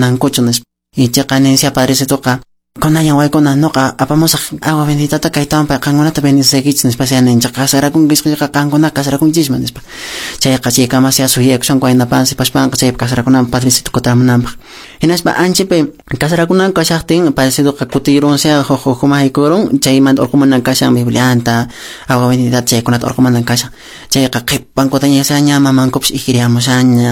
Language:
Quechua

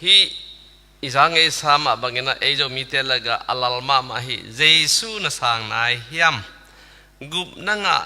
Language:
Tedim Chin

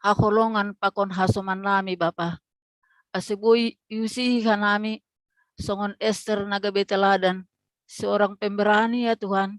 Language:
Batak Simalungun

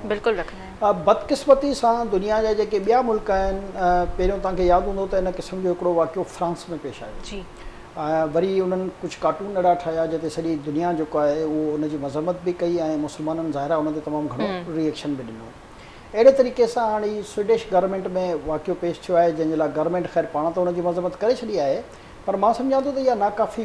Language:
Sindhi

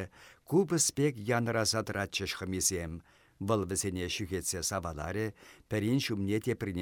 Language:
Chuvash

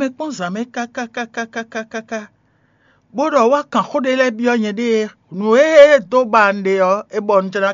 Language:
Fon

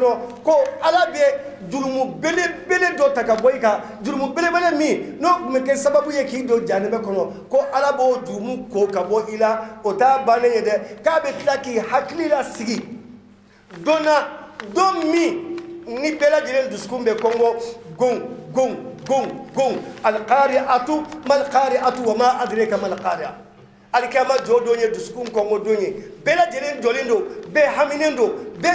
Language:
Bambara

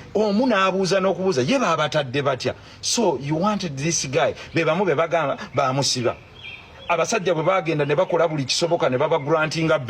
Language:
Ganda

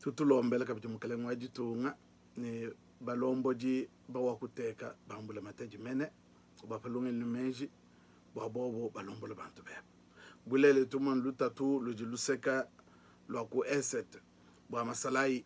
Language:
Luba-Lulua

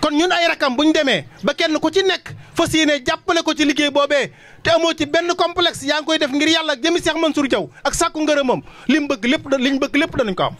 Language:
Wolof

